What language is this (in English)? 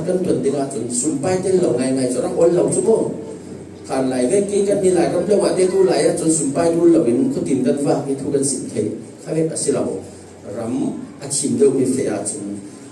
Falam Chin